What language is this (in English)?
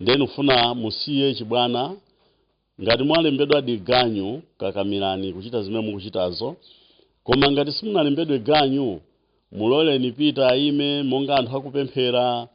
Nyanja